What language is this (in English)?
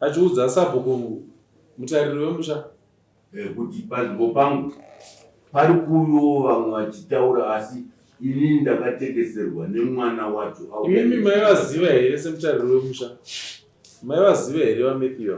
Shona